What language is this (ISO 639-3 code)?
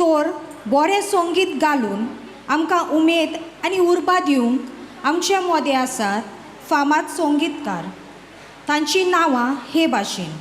kok